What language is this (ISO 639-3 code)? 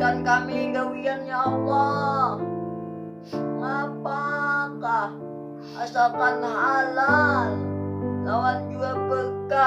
bjn